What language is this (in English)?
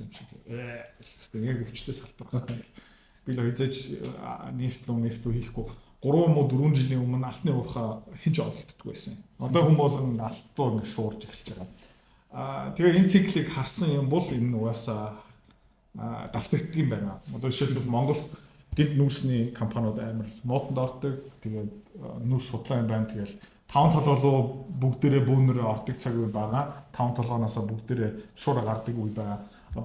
Mongolian